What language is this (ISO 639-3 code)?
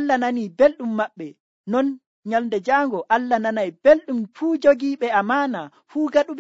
fuv